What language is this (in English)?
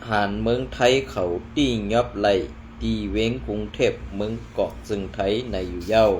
Shan